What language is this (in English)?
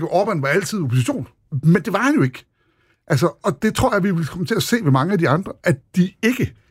Danish